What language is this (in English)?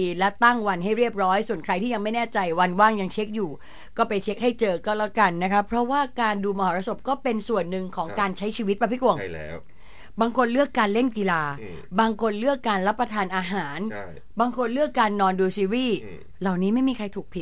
Thai